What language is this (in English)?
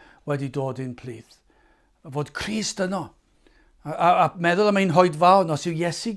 Welsh